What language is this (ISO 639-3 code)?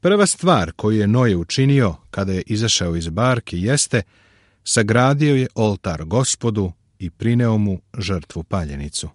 srp